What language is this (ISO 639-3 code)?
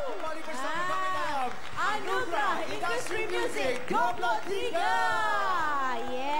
msa